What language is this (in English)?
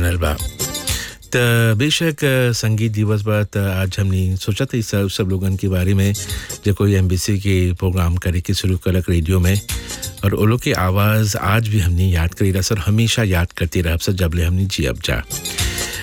Bhojpuri